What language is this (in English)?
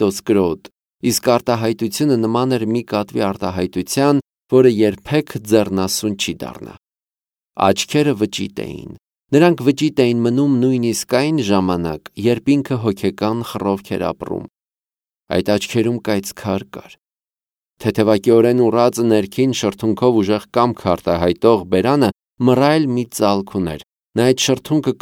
Armenian